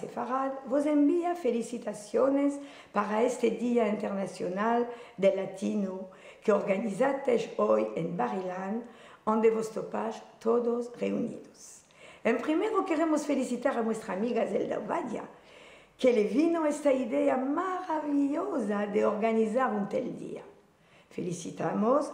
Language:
Ladino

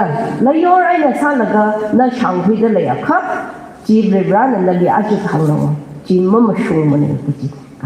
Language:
Tangkhul Naga (India)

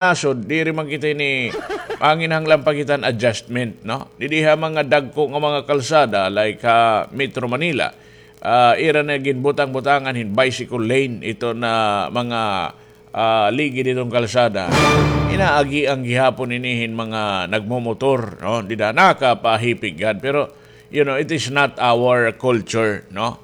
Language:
Waray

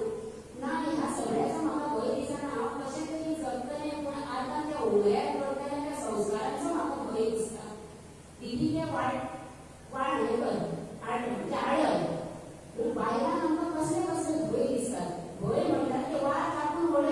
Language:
Konkani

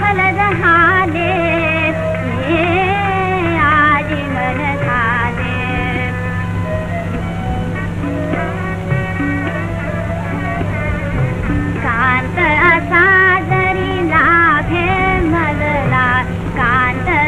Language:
Marathi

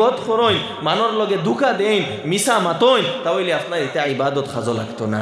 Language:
Sylheti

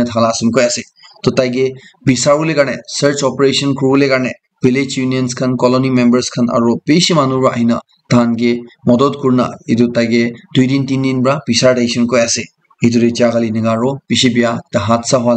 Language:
Naga Pidgin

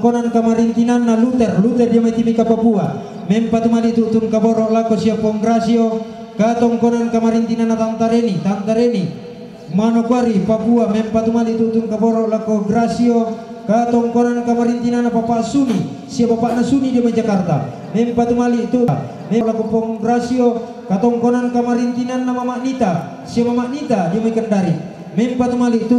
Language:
Toraja-Sa'dan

